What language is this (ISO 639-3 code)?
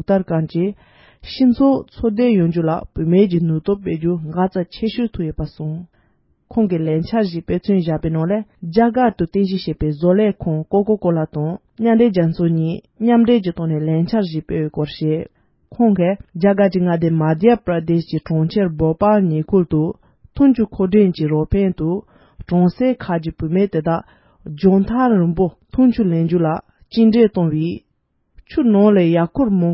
bod